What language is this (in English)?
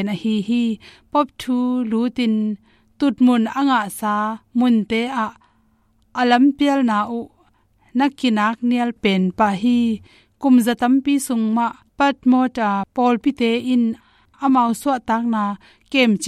Tedim Chin